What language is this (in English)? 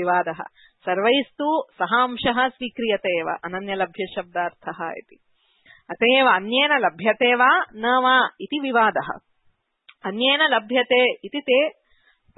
Sanskrit